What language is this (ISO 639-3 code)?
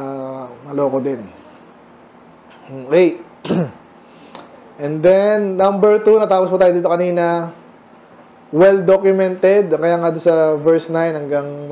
fil